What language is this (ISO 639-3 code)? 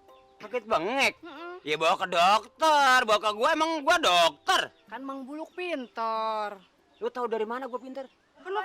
bew